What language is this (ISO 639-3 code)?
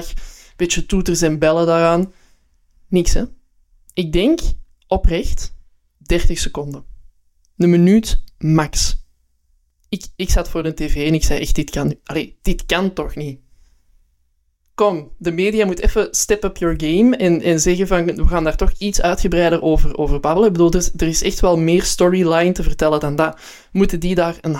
nld